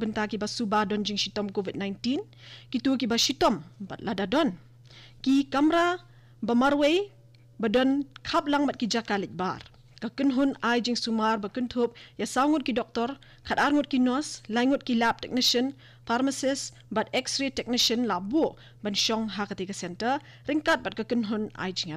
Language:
Khasi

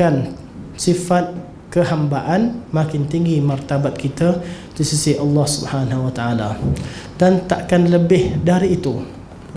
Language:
Malay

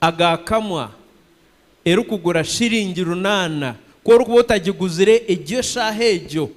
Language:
Nyankole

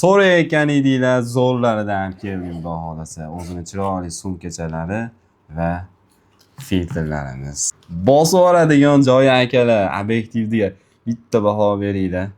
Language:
Uzbek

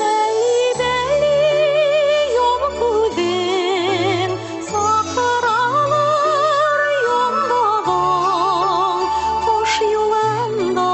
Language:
Bashkir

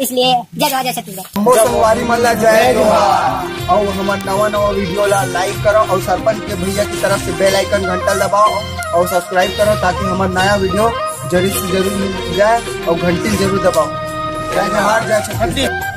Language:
Chhattisgarhi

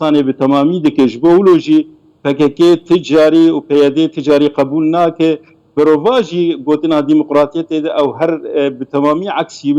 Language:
Kurdish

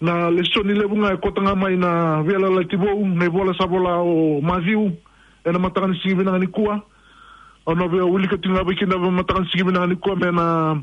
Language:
Fijian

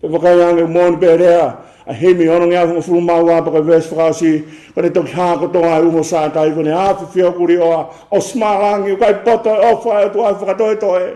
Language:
Tongan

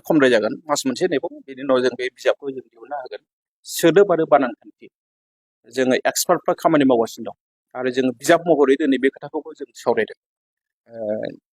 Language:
Bodo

